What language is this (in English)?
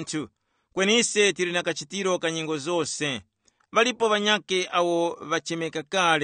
Tumbuka